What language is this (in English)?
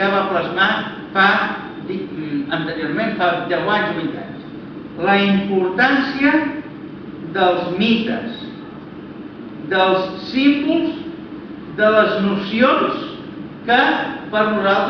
Catalan